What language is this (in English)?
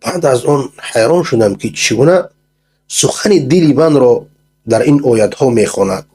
Persian